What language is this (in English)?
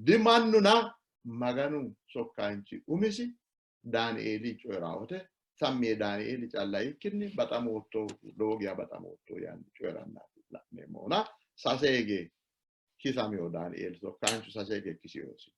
Sidamo